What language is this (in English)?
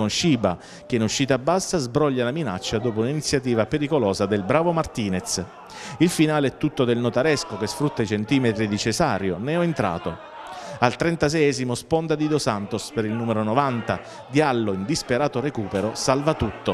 Italian